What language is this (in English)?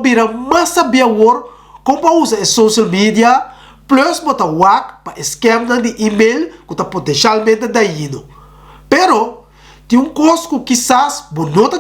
Papiamento